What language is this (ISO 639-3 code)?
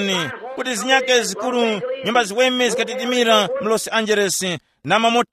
tum